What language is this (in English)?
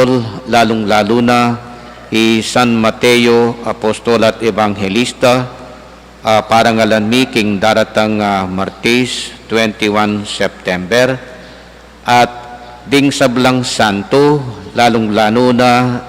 Pampanga